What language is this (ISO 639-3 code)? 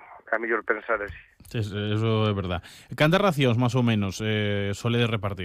glg